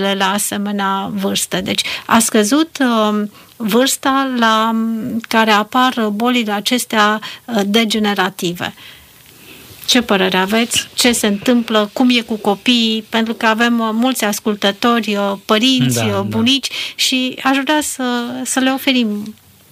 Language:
Romanian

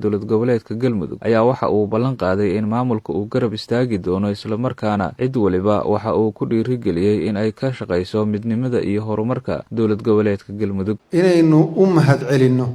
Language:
Somali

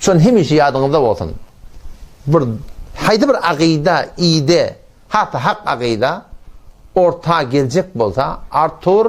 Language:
Turkmen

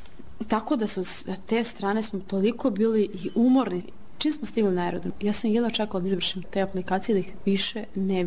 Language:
Serbian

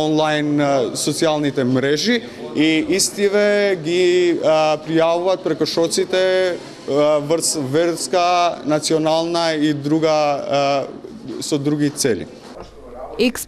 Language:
Macedonian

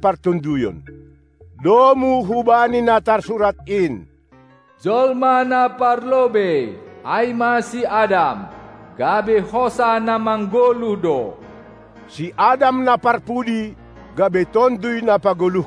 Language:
Batak Simalungun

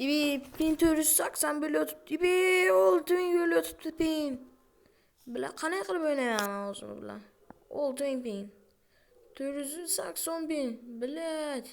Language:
Uzbek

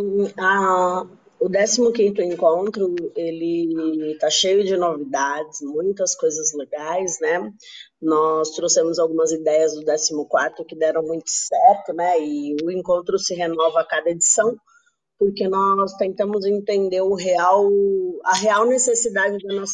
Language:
Portuguese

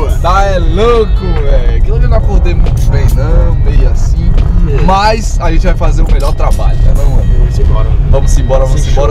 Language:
Portuguese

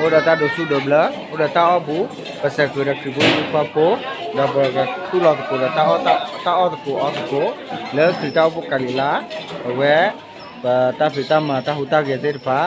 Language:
S'gaw Karen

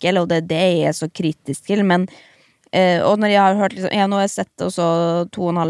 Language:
Norwegian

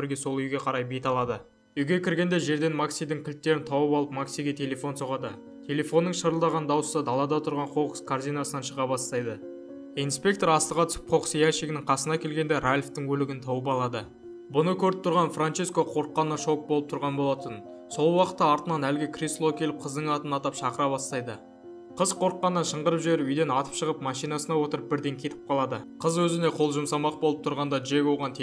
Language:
Kazakh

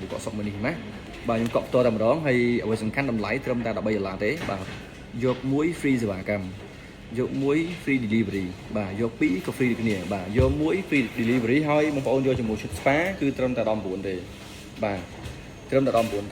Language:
Khmer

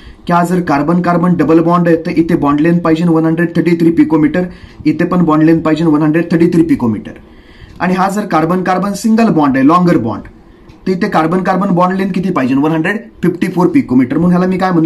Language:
Marathi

